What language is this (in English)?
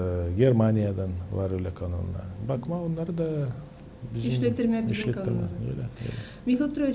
Gagauz